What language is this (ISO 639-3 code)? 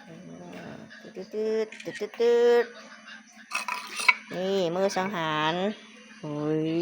lao